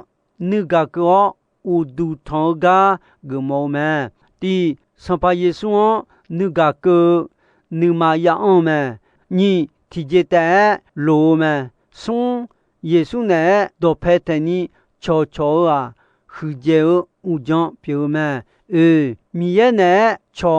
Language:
Akha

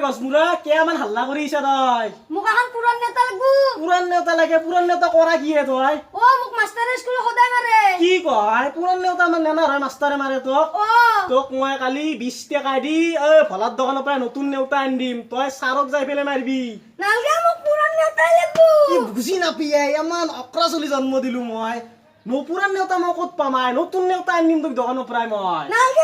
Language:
Assamese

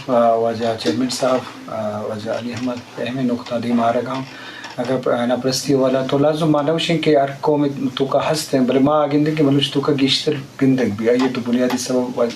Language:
Eastern Balochi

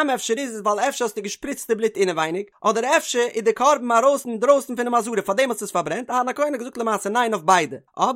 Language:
Yiddish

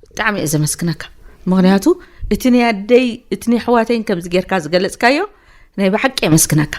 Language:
Tigrinya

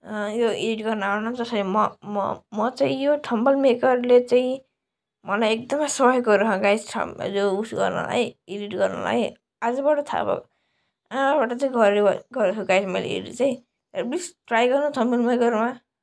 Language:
Nepali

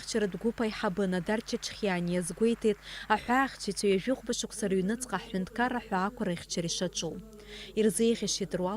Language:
Abkhazian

